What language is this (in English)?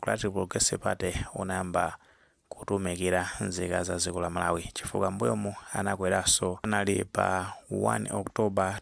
Nyanja